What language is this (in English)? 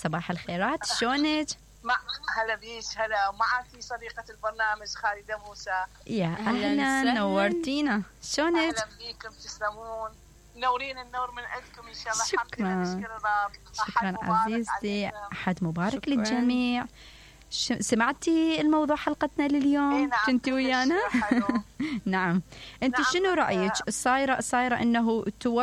Mesopotamian Arabic